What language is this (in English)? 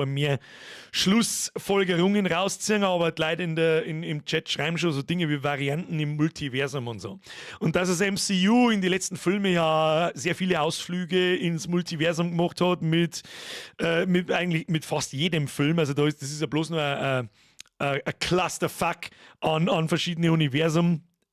Bavarian